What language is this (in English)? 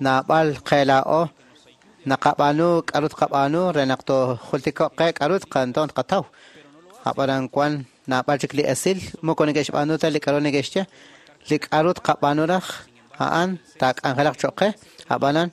Kekchí